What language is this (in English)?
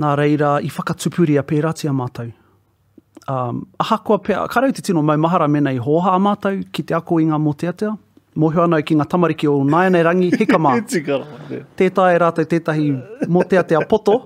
Māori